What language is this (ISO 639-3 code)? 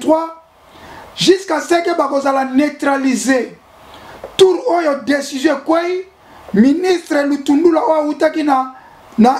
lin